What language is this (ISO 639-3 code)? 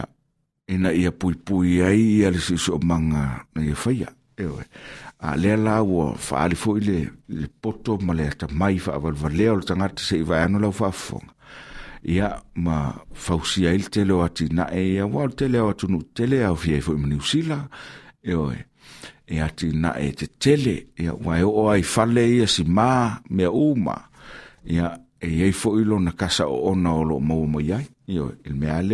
smo